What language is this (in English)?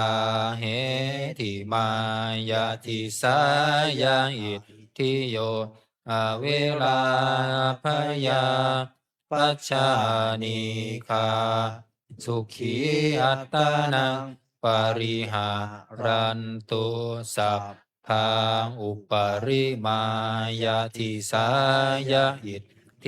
Pali